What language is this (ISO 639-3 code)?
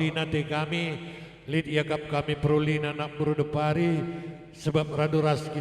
btx